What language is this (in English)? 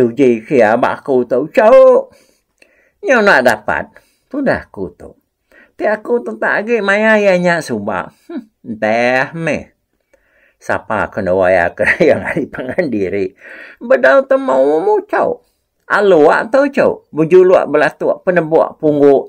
Iban